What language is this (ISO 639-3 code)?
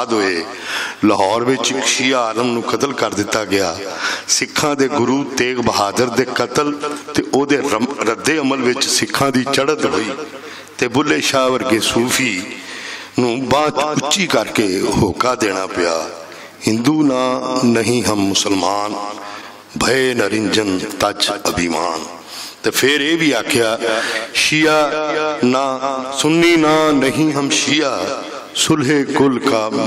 lah